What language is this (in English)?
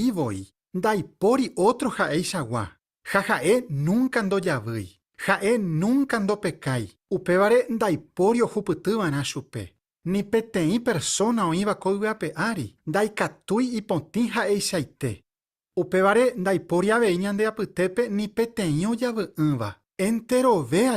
Guarani